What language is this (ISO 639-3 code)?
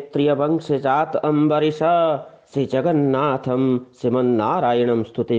san